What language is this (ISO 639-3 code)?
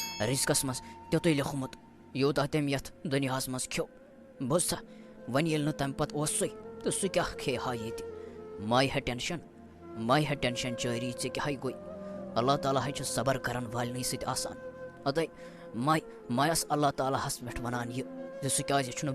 kas